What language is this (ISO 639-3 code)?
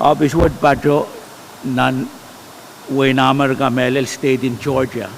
pon